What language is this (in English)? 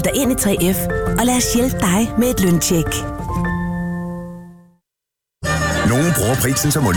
Danish